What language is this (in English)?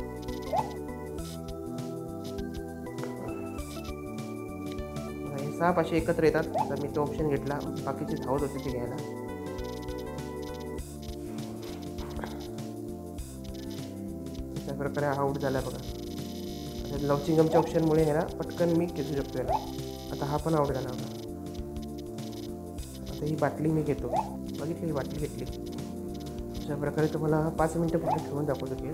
Marathi